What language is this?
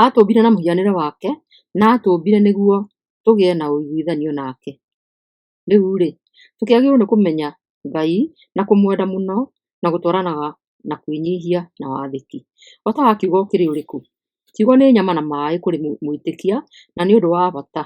Kikuyu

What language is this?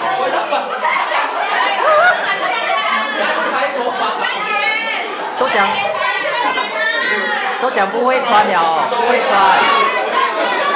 Chinese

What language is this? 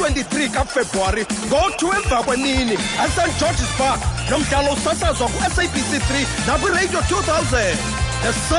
Xhosa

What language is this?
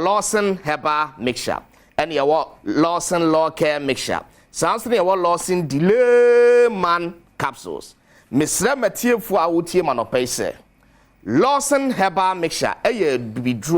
Akan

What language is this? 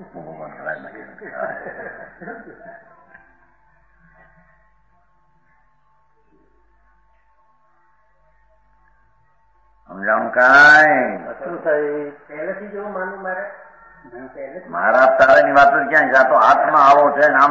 Gujarati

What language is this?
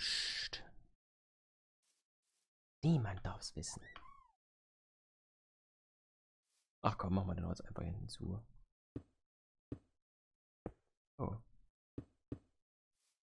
German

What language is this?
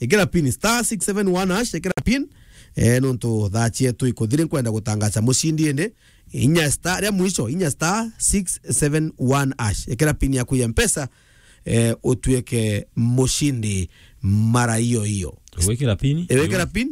Meru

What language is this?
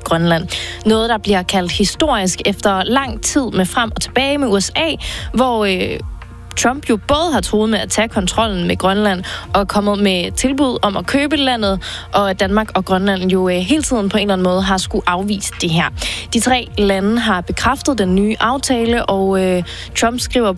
Danish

